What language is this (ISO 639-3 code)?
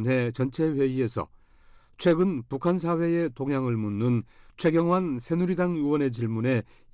kor